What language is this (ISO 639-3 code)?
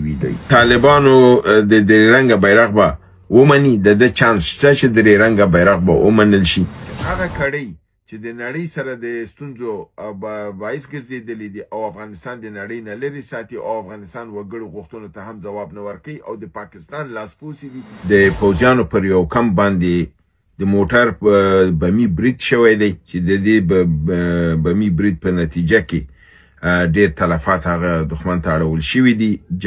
pus